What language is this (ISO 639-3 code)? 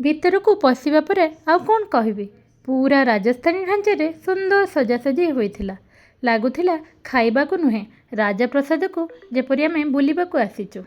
ori